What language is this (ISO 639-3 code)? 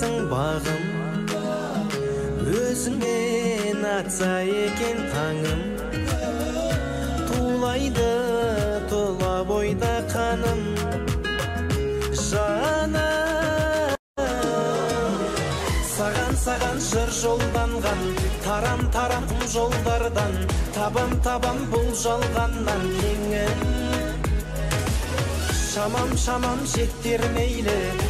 kaz